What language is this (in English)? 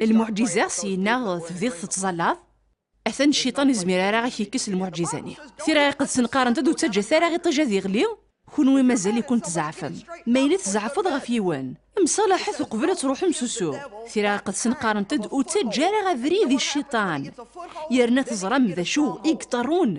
Kabyle